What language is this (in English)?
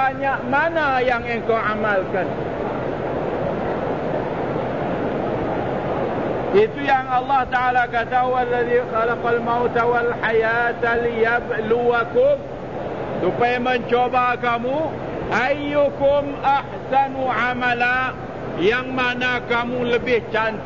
Malay